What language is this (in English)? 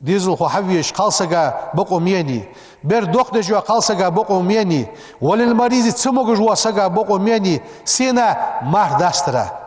Ingush